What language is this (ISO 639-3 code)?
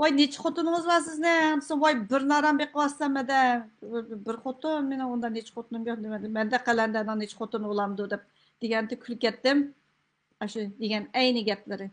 uig